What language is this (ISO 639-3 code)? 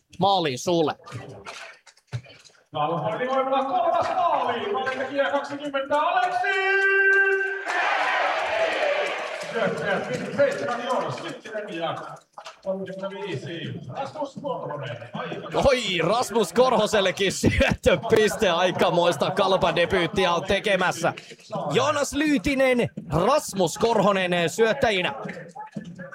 fin